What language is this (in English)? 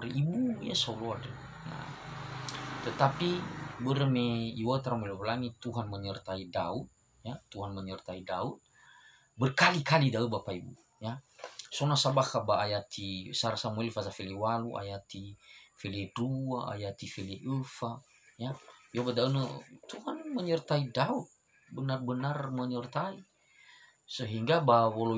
Nias